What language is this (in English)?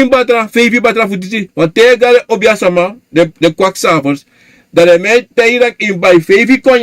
Sranan Tongo